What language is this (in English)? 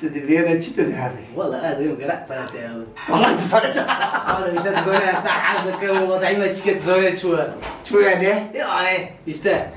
Kurdish